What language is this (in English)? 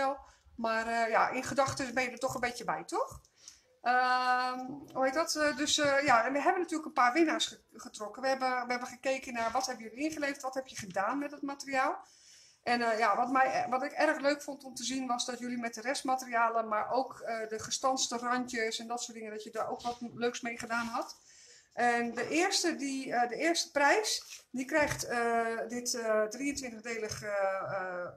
Dutch